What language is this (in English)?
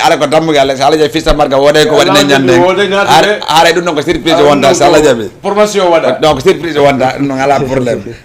Fula